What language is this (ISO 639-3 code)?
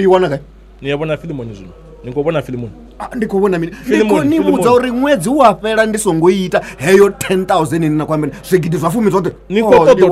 ven